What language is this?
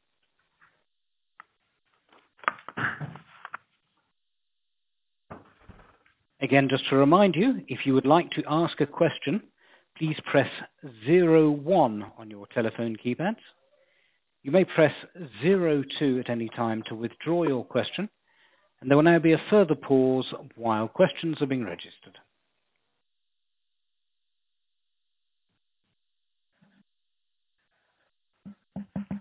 English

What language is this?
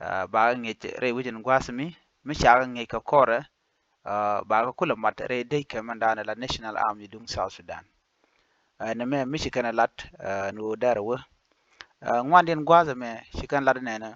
Nuer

